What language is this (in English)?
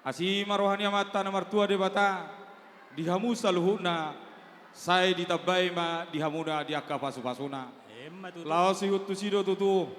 Batak Toba